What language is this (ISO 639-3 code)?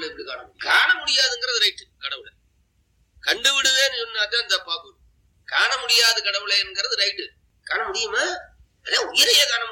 tam